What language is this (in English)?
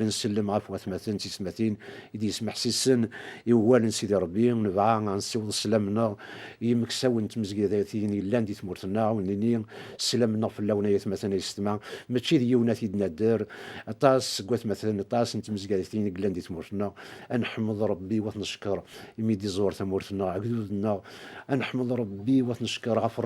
Kabyle